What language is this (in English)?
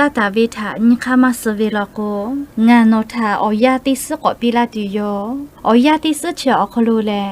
Lahu